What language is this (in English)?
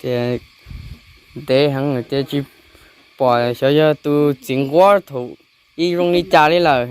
Hmong